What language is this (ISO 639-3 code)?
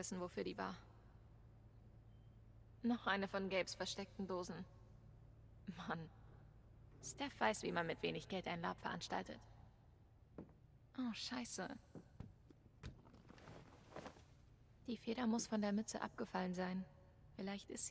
deu